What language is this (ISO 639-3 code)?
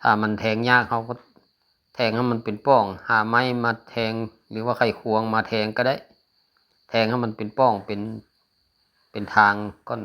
lao